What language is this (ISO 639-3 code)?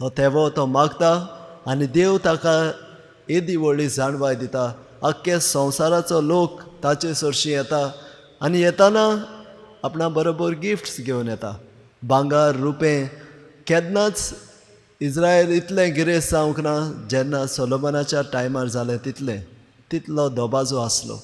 kok